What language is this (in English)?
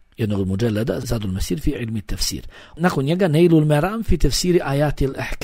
Bosnian